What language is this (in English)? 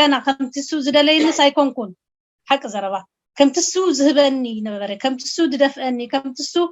Tigrinya